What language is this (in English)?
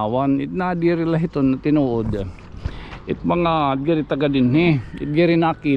Waray